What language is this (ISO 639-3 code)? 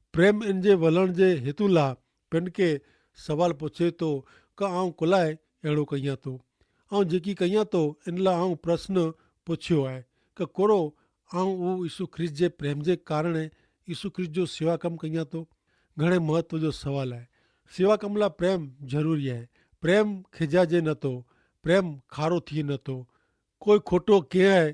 kfr